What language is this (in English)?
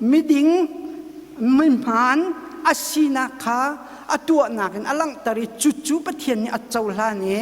Hakha Chin